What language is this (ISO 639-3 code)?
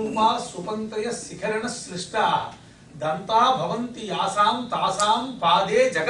san